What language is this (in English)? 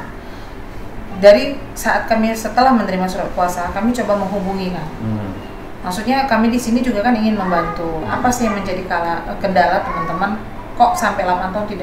Indonesian